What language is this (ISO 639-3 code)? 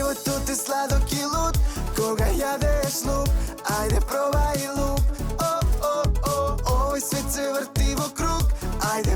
mkd